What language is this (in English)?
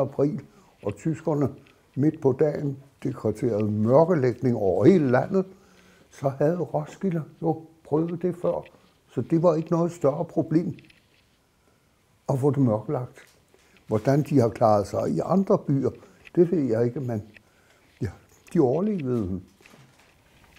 Danish